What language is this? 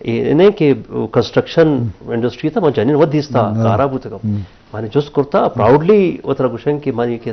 Eastern Balochi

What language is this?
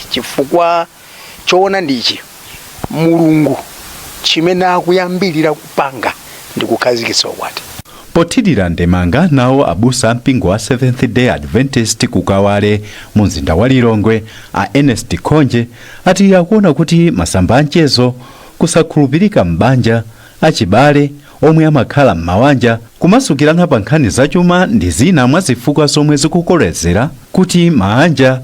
Nyanja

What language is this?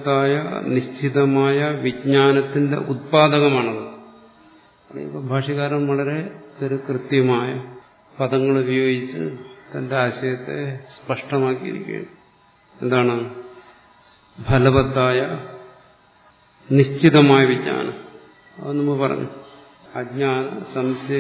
Malayalam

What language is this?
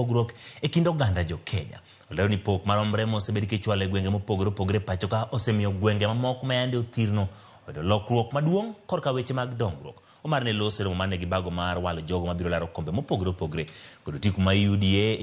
Luo (Kenya and Tanzania)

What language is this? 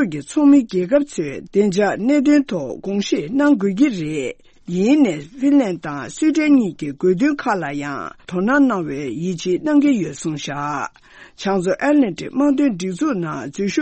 Tibetan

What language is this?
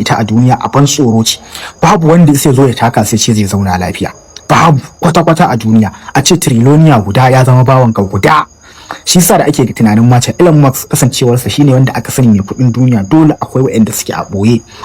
Hausa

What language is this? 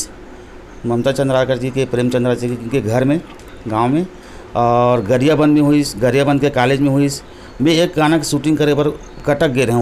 Chhattisgarhi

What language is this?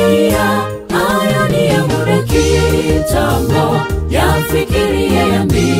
Swahili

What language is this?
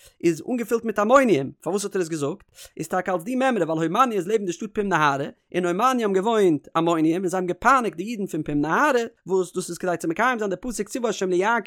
Yiddish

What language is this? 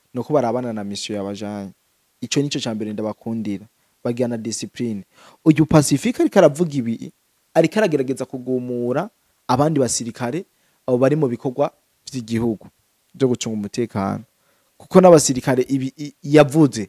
Rundi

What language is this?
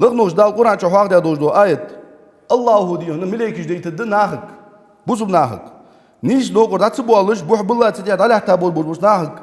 Ingush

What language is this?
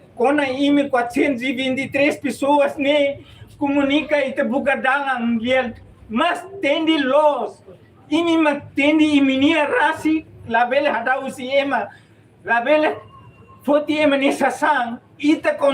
Tetum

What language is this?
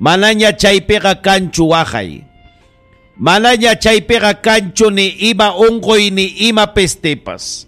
Ayacucho Quechua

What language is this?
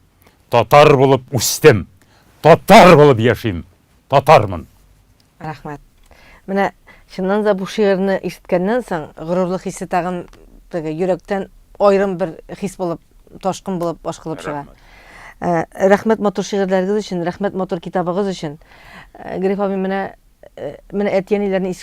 Tatar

